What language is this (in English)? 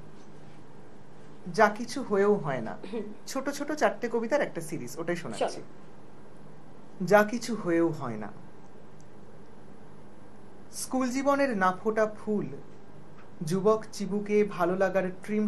Bangla